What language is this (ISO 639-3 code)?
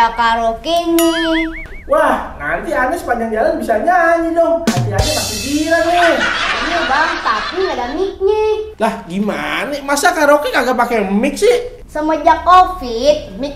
bew